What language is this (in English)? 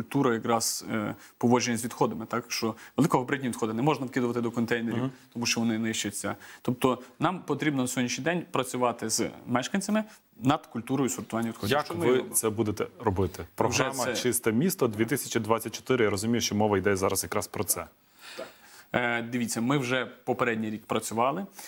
Ukrainian